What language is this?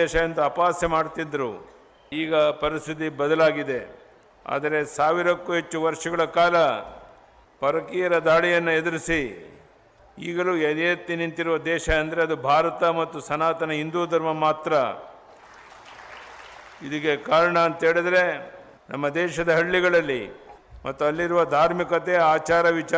Kannada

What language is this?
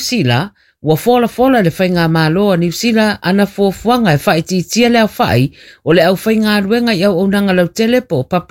Samoan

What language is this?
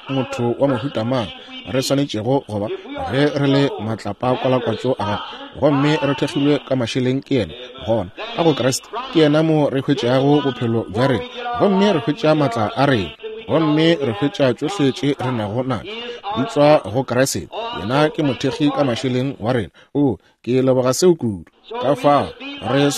Northern Sotho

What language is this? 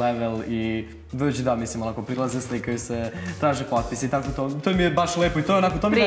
Serbian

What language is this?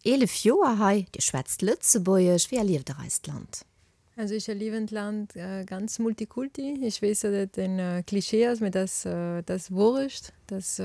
Luxembourgish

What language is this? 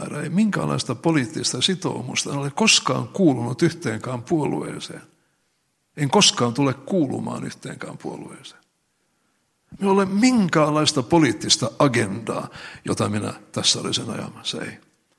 Finnish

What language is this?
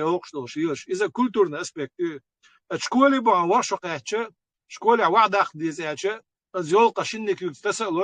Chechen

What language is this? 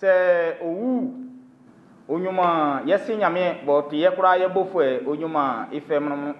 Baoulé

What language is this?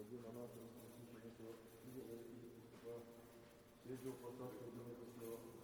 Bulgarian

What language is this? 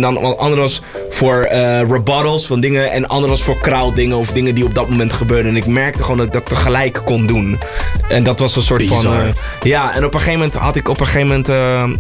Dutch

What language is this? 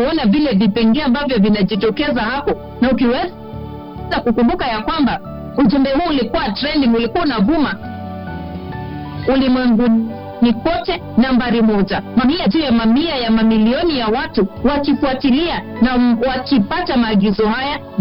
Swahili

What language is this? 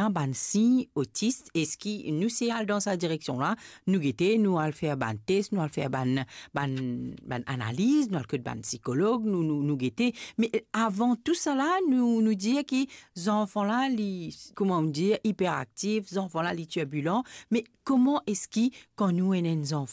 Morisyen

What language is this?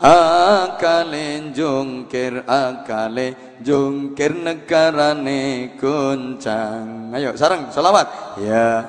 Javanese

